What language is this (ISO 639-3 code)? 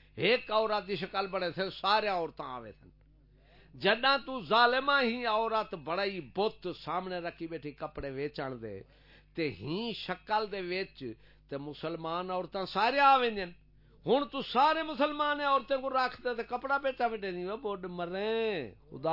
skr